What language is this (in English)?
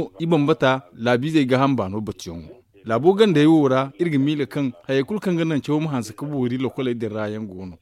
Zarma